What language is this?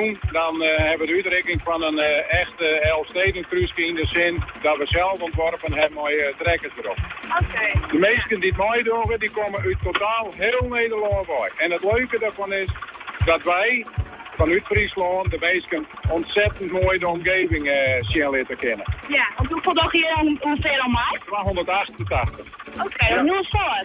Western Frisian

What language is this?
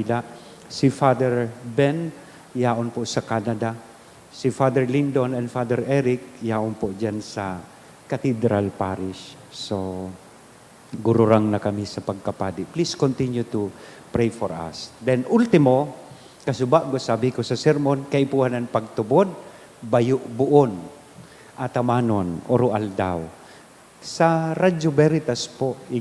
Bikol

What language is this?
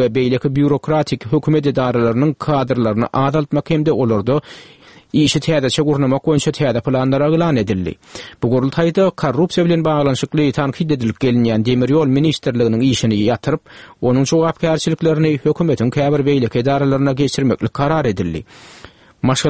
Turkmen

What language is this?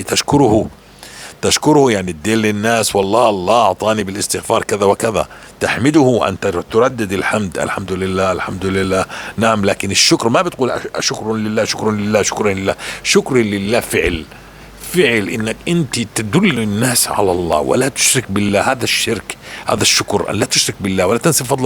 North Levantine Arabic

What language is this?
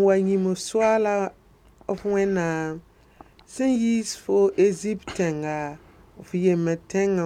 Mossi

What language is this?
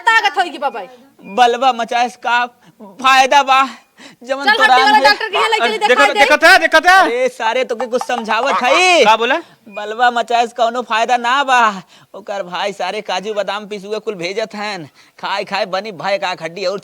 Awadhi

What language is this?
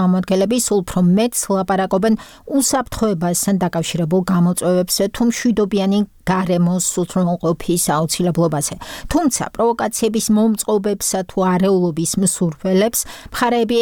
Georgian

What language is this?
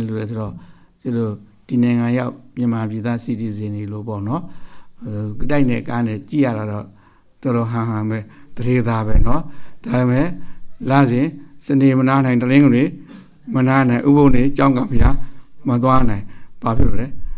Burmese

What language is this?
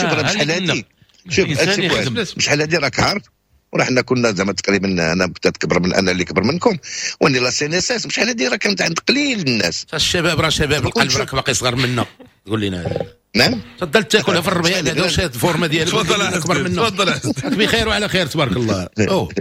Moroccan Arabic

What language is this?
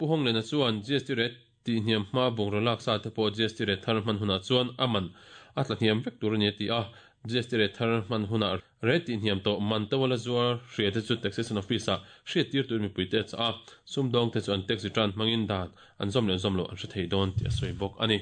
Mizo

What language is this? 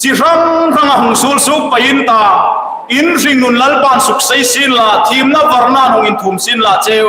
Hmar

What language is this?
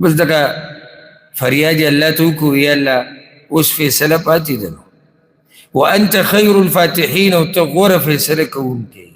Pashto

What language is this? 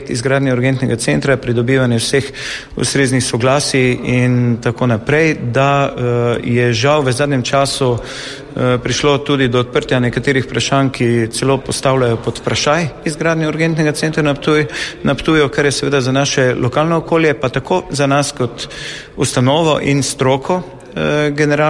Slovenian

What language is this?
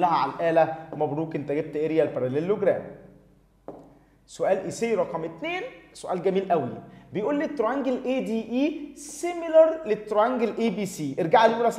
Egyptian Arabic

